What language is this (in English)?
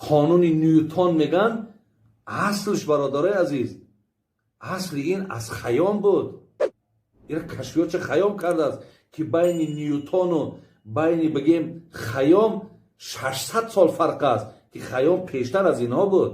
Tajik